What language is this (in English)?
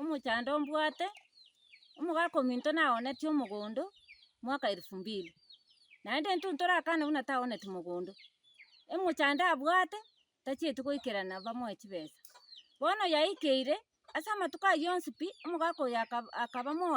Gusii